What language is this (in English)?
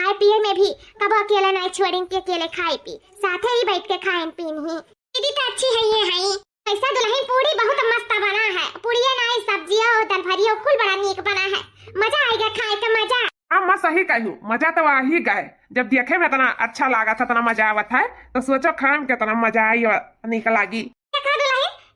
Awadhi